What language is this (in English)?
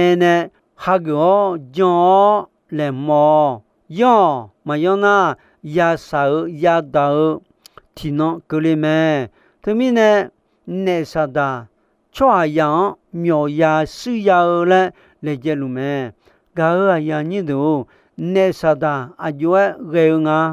Akha